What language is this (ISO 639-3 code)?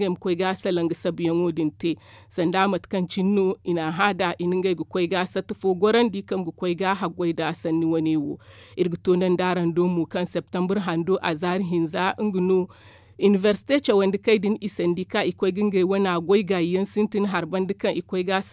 dje